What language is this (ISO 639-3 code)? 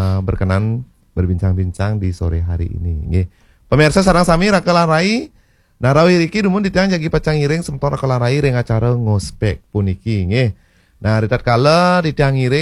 ban